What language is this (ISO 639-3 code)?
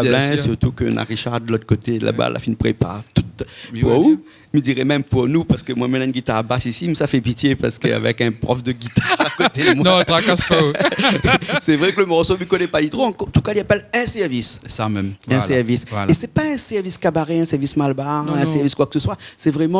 rcf